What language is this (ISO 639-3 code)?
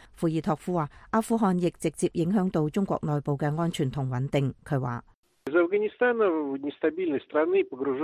yue